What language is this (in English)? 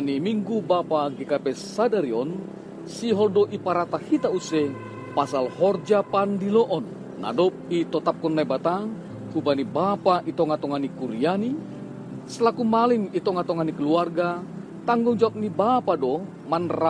Batak Simalungun